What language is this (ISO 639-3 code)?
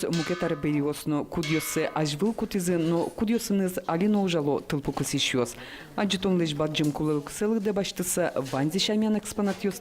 udm